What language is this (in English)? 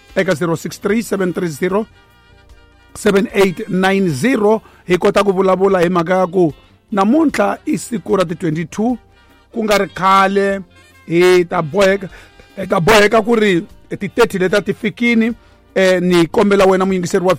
Tsonga